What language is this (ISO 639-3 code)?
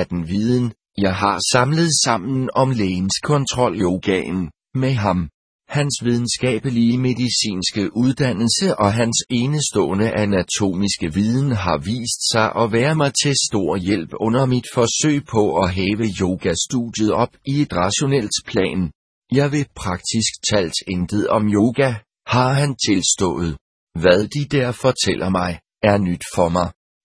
dan